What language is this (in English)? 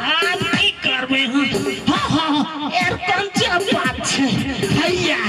Maithili